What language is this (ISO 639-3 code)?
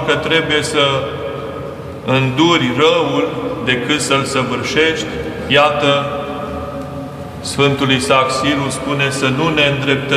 ron